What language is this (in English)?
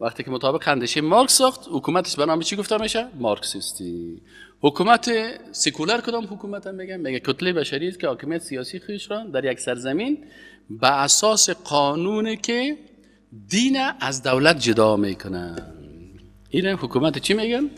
Persian